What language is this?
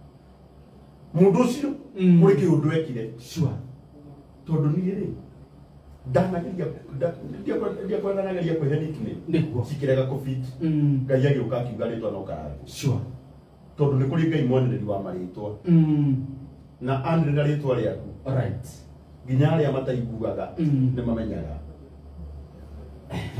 Kikuyu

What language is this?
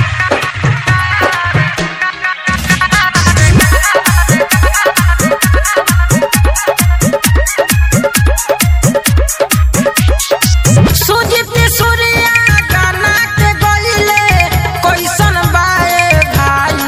Bhojpuri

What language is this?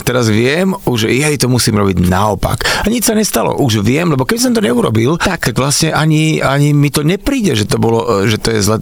Slovak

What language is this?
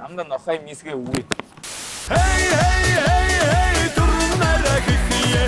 Buriat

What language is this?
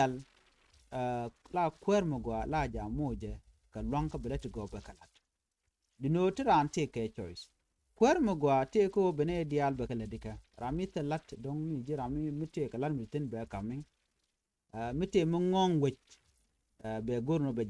Nuer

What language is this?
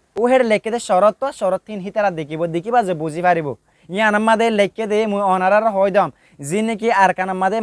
Rohingya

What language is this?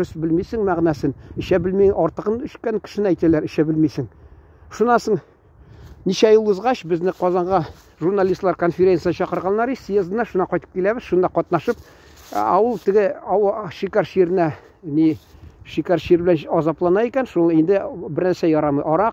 Tatar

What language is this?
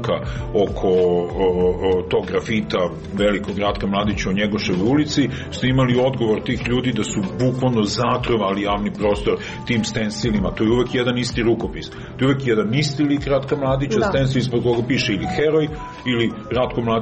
Serbian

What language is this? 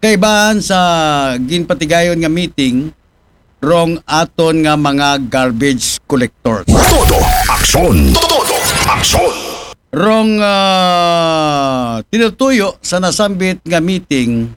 Aklanon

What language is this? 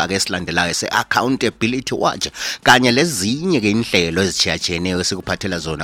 North Ndebele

